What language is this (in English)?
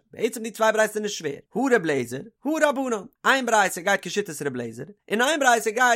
Yiddish